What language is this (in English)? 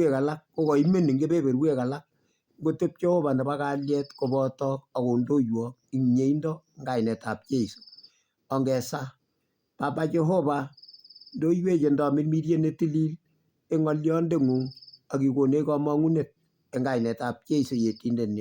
Kalenjin